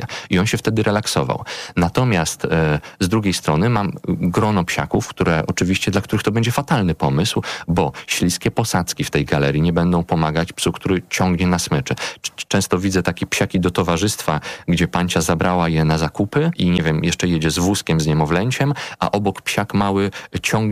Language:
Polish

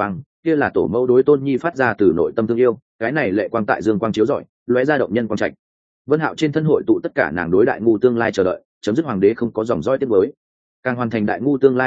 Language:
Vietnamese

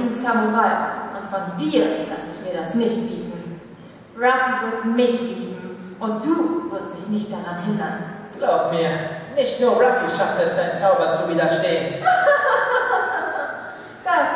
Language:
German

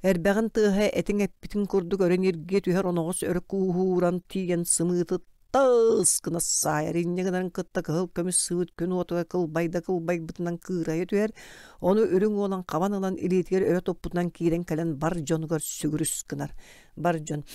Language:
Yakut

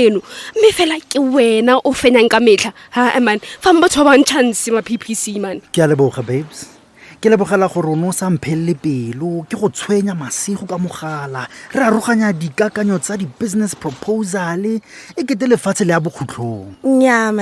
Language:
Tswana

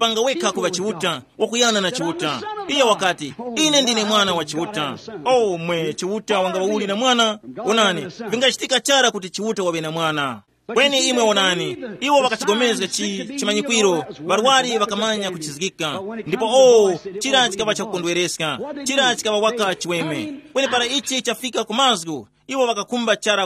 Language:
Tumbuka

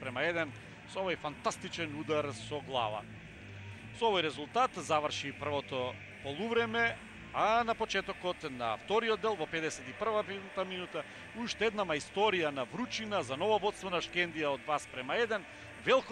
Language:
Macedonian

